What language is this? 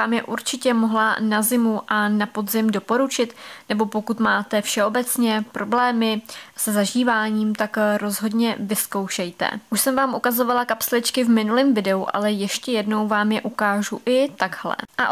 Czech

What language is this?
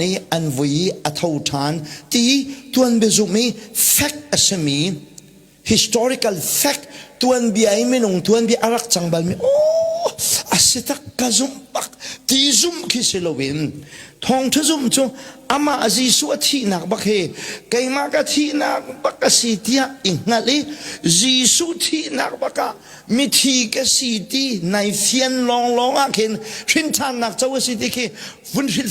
Hakha Chin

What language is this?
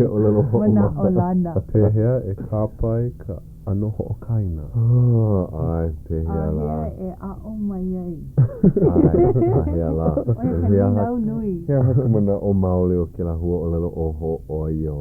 Hawaiian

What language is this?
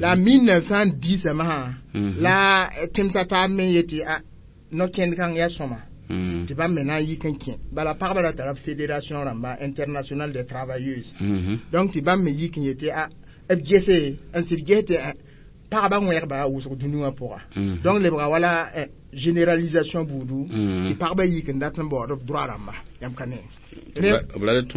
Mossi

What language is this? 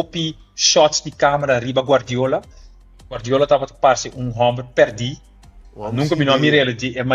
Papiamento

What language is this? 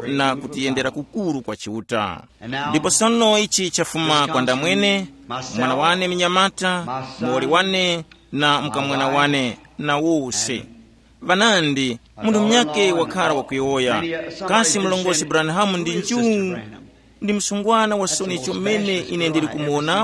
Tumbuka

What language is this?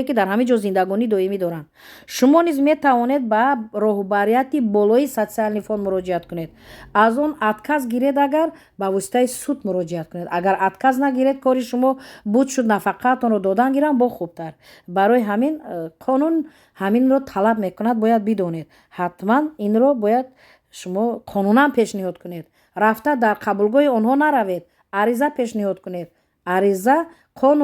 Tajik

